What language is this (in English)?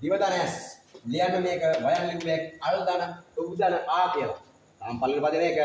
Sinhala